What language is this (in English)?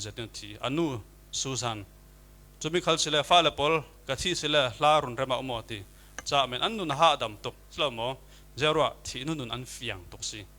Falam Chin